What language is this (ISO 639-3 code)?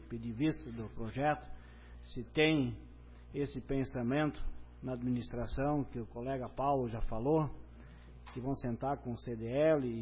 por